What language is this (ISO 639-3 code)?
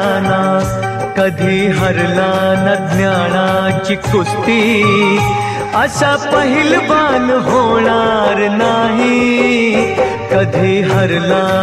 mar